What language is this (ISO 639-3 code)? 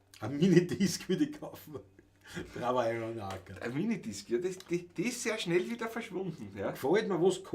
bar